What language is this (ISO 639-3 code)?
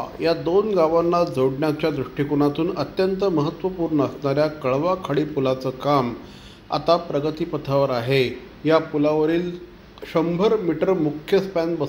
mar